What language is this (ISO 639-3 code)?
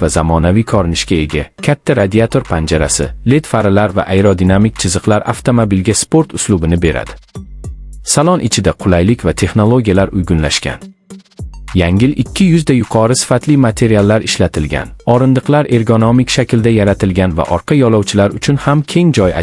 uzb